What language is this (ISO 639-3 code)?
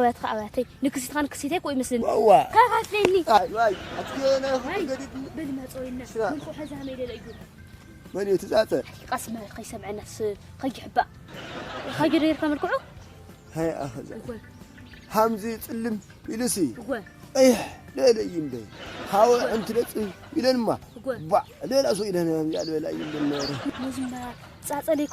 tir